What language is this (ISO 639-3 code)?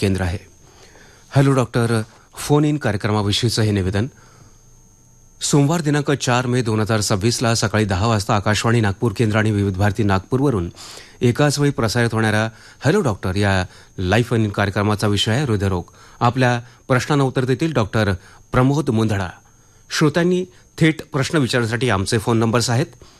mar